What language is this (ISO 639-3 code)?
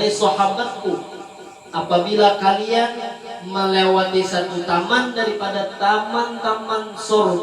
bjn